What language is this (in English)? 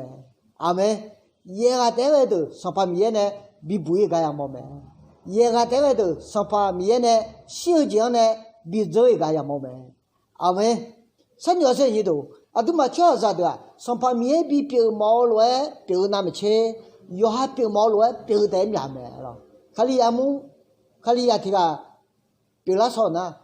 Akha